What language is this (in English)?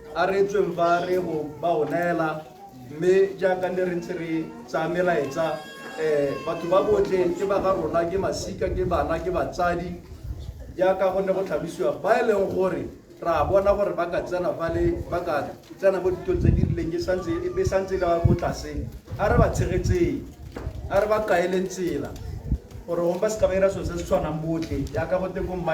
Tswana